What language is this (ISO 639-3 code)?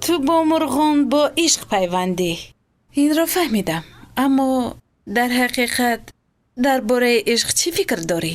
tgk